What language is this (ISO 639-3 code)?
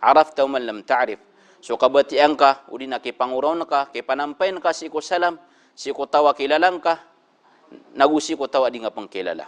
mrw